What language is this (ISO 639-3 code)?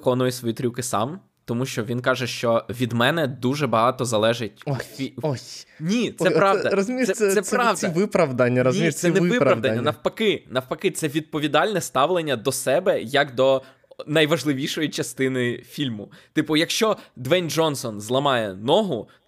ukr